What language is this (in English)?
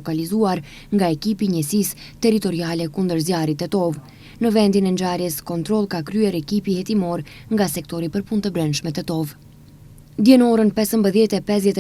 Albanian